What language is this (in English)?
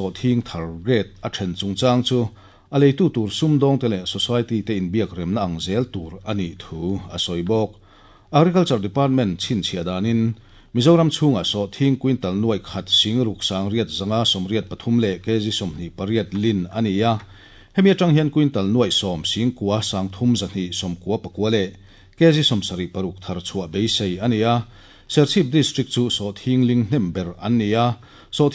Mizo